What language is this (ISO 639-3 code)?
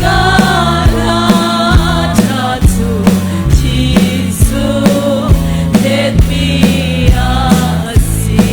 cnh